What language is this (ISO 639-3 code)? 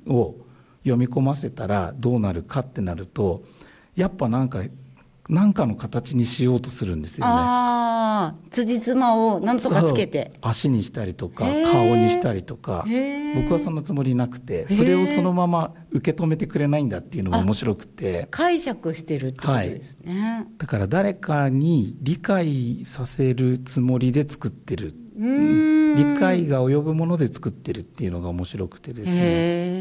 jpn